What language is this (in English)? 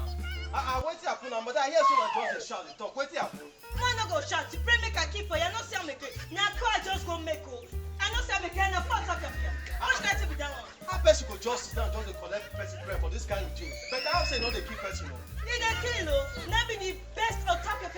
Nigerian Pidgin